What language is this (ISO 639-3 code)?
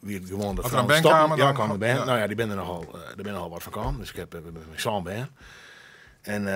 fry